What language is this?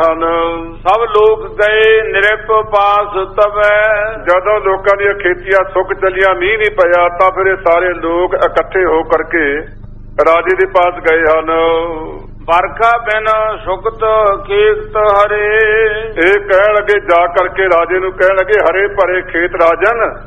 Punjabi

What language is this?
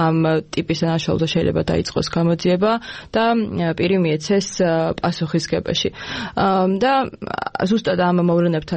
Georgian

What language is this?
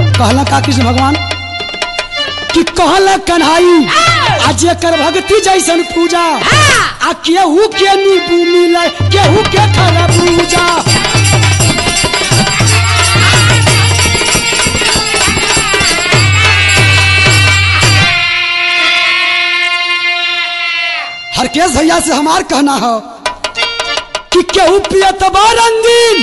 Bhojpuri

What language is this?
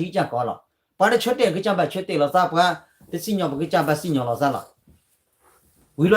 S'gaw Karen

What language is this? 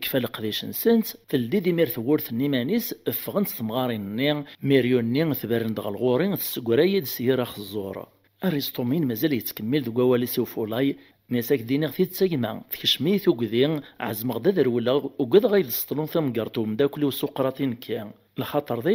Kabyle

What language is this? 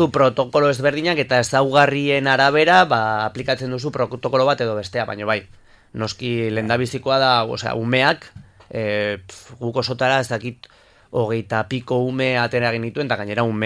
Basque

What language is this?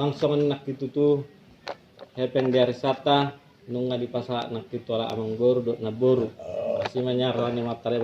Batak Toba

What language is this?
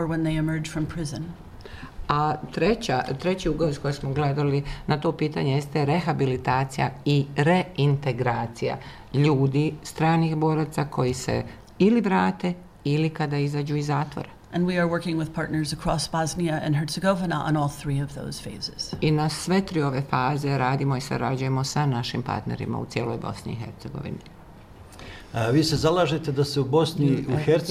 Bosnian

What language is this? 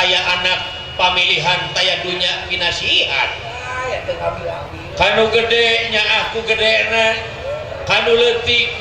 Sundanese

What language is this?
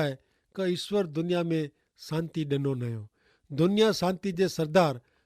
Kachhi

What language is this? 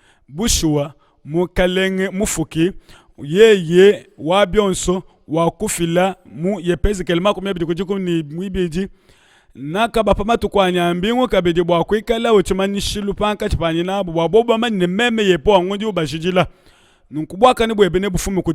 Luba-Lulua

